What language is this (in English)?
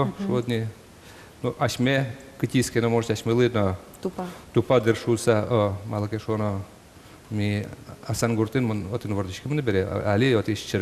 Udmurt